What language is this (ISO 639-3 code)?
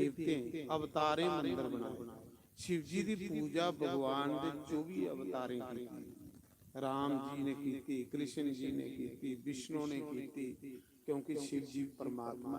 doi